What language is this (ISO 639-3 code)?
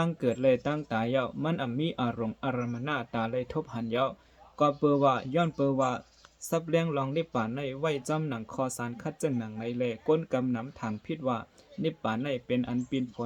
shn